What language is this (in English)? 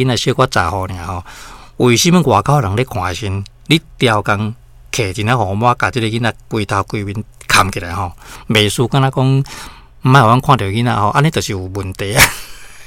Min Nan Chinese